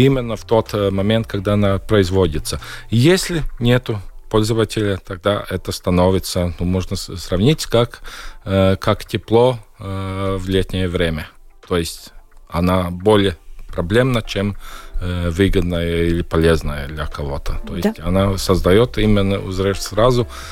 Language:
Russian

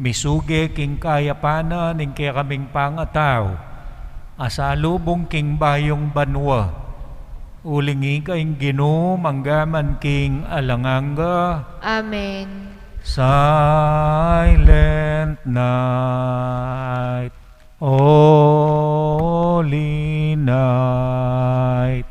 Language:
Pampanga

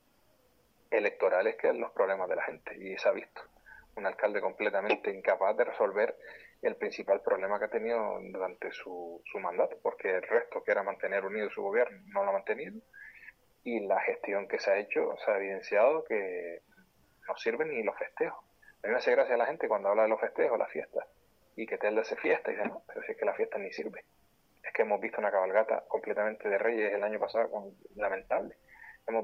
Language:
Spanish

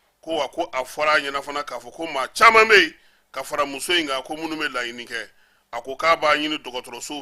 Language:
Bambara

